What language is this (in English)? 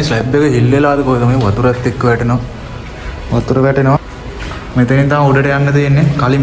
Sinhala